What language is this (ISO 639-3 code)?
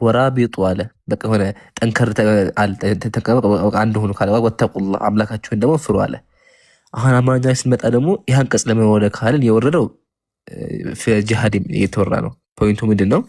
amh